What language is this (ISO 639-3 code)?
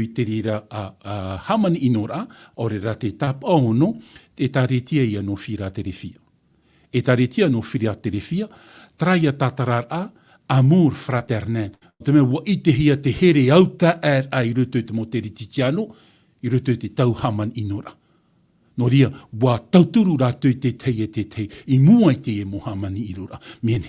tah